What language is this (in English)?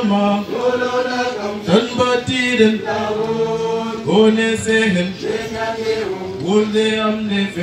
Fula